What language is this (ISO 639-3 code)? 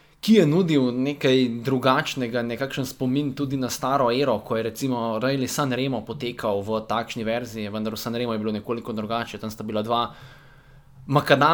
slv